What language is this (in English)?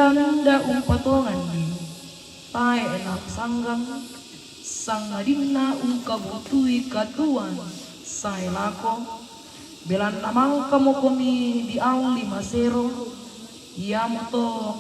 Toraja-Sa'dan